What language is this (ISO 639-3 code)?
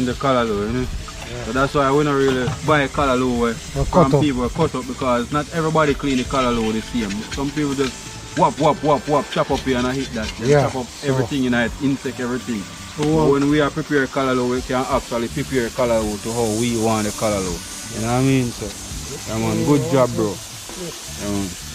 jam